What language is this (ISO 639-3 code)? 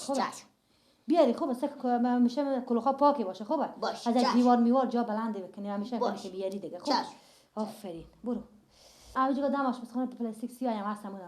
fas